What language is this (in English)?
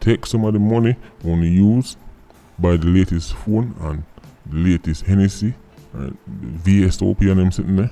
Jamaican Creole English